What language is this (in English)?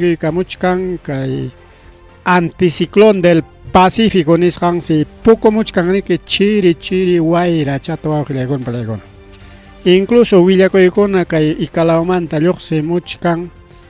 Ayacucho Quechua